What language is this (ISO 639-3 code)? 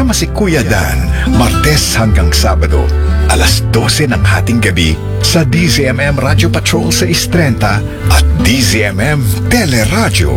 fil